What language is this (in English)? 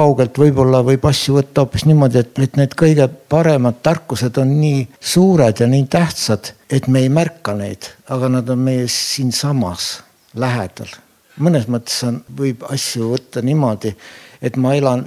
Estonian